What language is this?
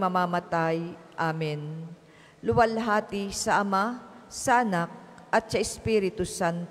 Filipino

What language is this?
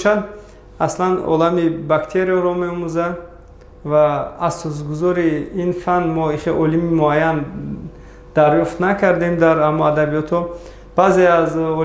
Tajik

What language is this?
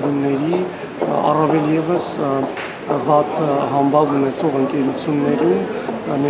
Armenian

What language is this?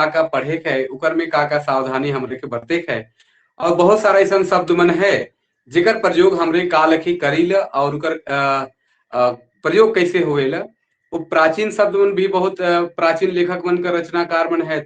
Sadri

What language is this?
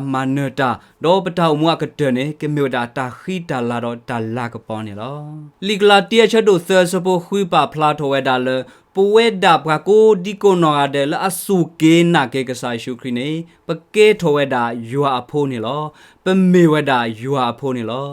S'gaw Karen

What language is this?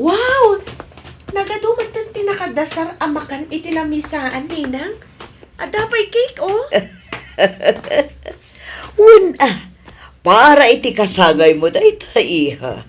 Iloko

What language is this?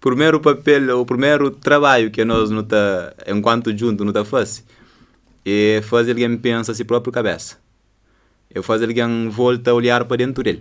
Kabuverdianu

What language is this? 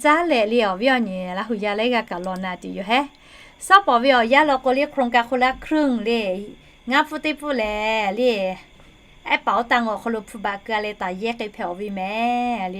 Lahu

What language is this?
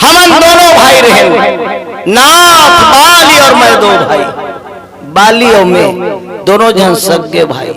Chhattisgarhi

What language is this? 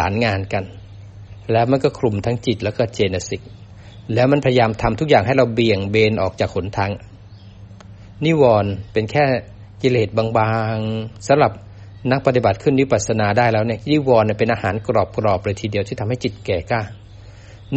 Thai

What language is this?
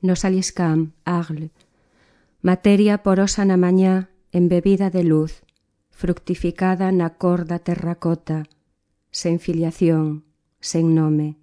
Galician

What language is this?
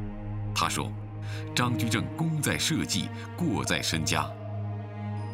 Chinese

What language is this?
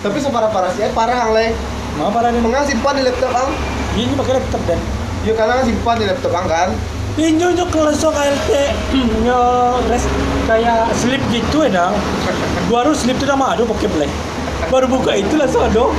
Minangkabau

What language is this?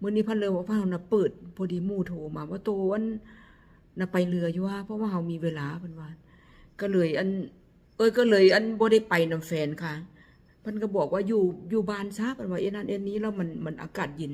Northeastern Thai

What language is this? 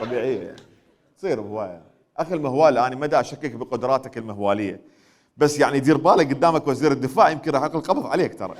Mesopotamian Arabic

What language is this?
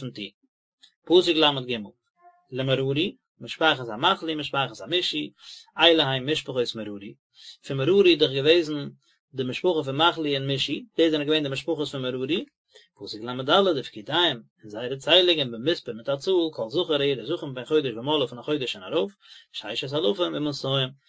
Yiddish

